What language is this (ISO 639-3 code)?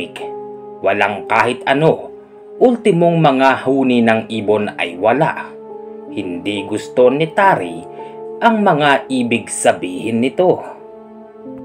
fil